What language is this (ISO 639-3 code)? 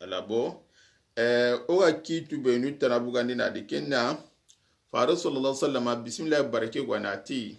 snk